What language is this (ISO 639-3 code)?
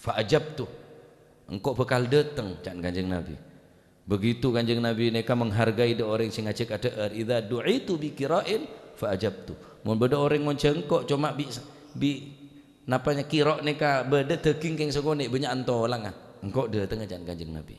mad